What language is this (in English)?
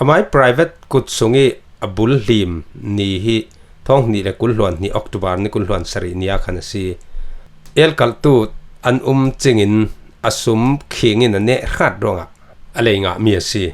Falam Chin